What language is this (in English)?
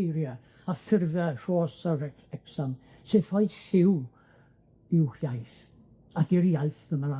Welsh